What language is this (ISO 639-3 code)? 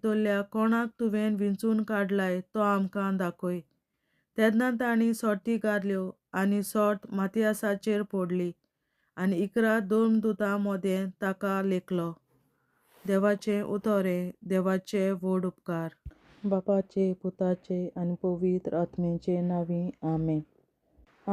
kok